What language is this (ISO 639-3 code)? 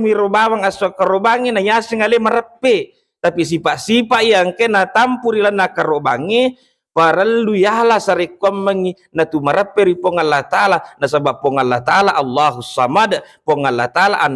bug